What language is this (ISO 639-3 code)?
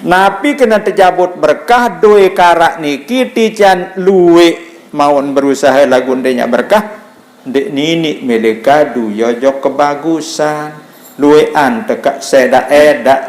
sas